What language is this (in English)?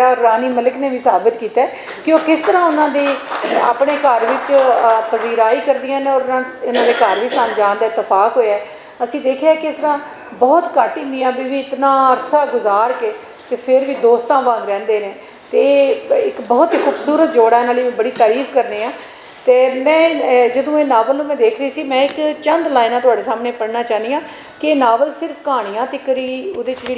Western Panjabi